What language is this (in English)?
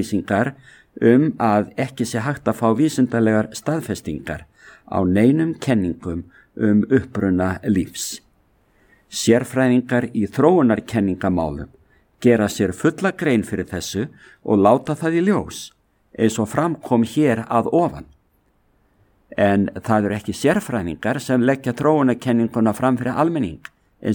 Icelandic